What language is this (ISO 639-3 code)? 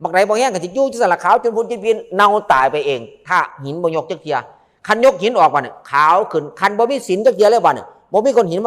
tts